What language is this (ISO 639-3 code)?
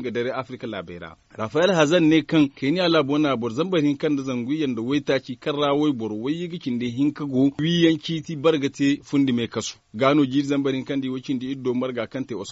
dje